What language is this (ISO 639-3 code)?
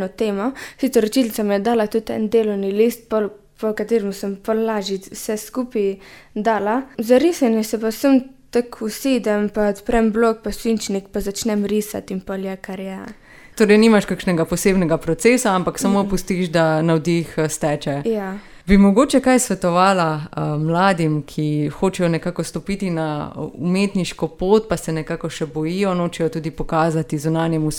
slv